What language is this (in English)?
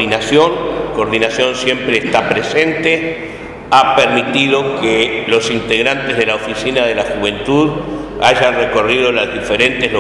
Spanish